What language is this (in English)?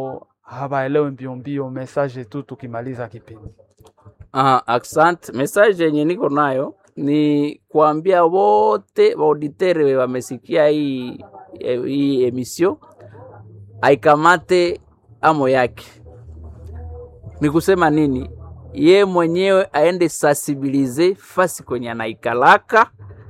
Swahili